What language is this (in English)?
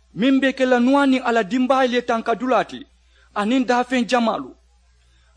Mandingo